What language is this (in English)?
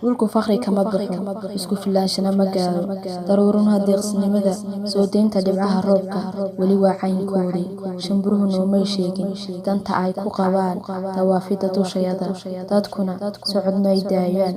Somali